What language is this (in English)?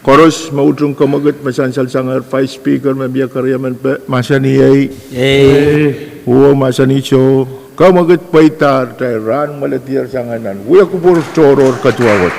Pohnpeian